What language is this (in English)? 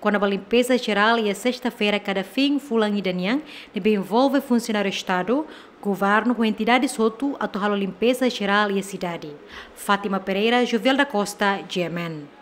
Tetum